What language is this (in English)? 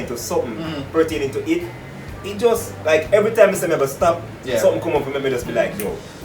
Jamaican Creole English